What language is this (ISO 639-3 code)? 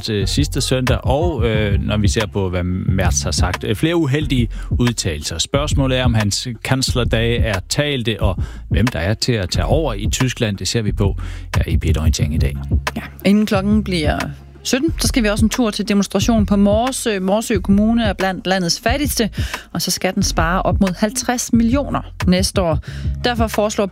dan